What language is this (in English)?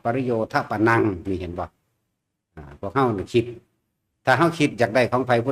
Northeastern Thai